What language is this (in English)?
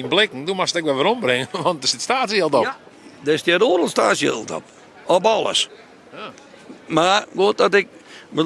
Western Frisian